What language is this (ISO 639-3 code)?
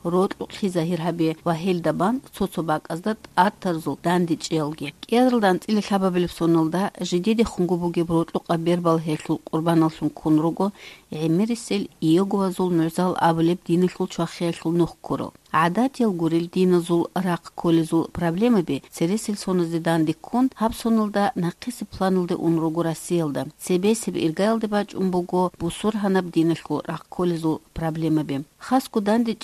ava